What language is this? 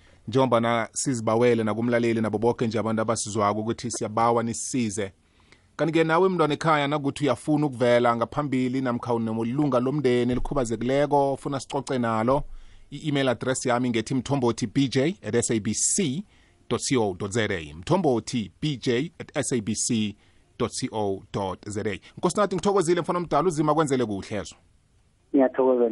South Ndebele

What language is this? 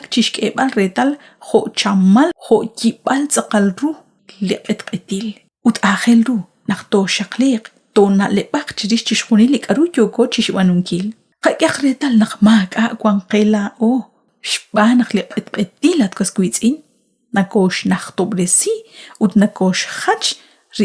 Kekchí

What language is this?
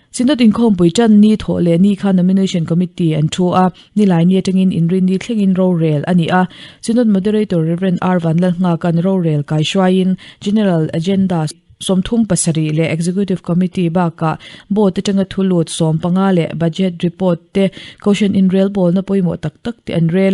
Mizo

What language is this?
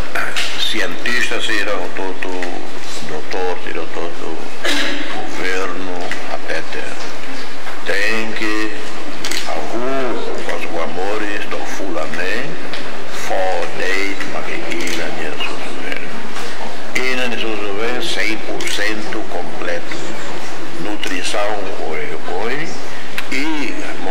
Tetum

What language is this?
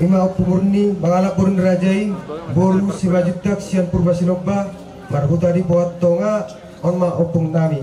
Batak Toba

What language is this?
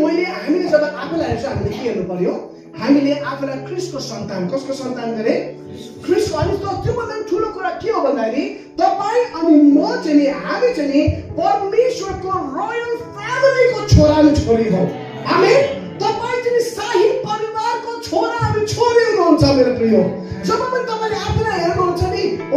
Nepali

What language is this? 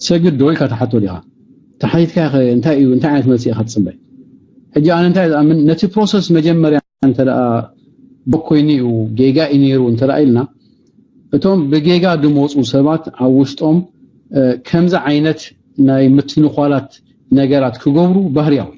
Tigrinya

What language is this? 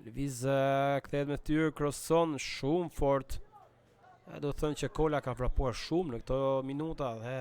Albanian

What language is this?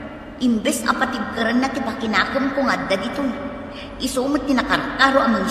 Iloko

